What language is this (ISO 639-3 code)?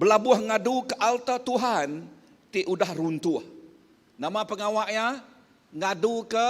iba